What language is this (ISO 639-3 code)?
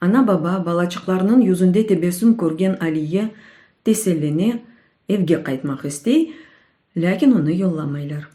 crh